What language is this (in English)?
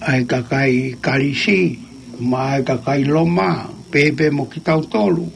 Tongan